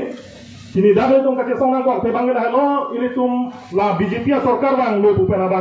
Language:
Karbi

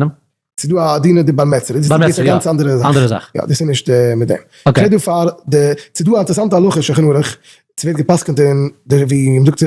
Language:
Yiddish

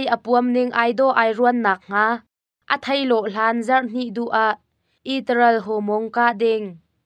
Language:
Hakha Chin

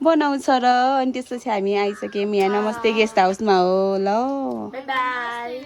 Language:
Nepali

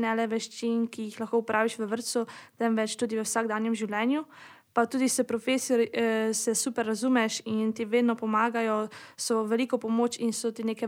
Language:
Slovenian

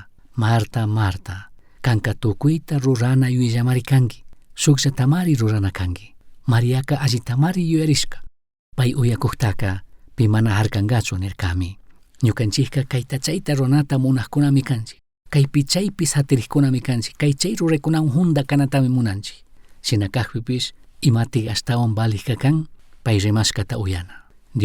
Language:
Chimborazo Highland Quichua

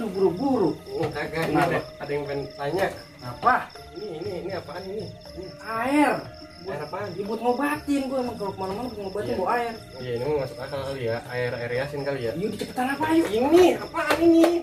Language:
Betawi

